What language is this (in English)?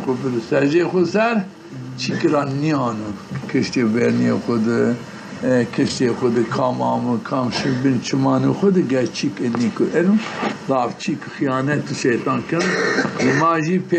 Zaza